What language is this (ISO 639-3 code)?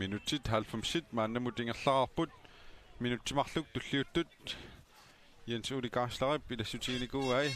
kal